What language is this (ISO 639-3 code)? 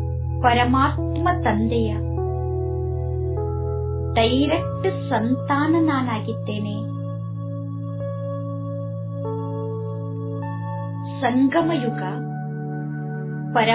kan